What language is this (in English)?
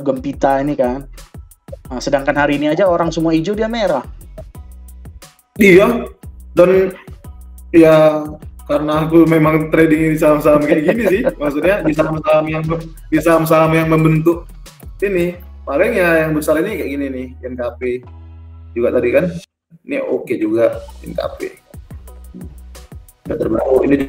Indonesian